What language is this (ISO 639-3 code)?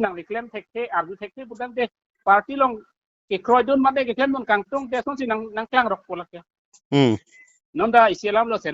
mjw